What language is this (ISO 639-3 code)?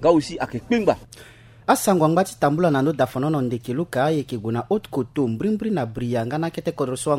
sag